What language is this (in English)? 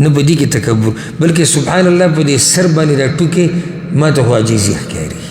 Pashto